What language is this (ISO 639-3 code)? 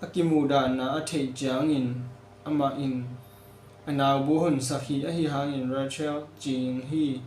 ctd